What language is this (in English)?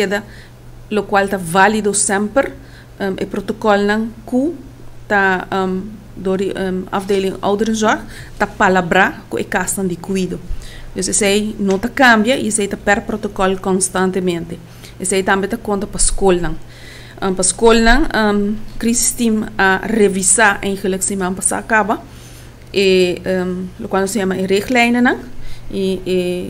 Papiamento